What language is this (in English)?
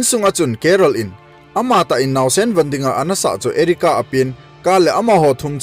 Thado Chin